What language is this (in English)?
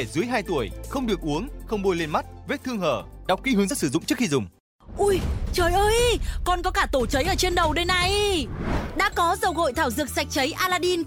Vietnamese